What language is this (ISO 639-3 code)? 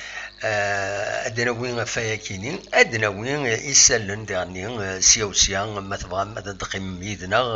kab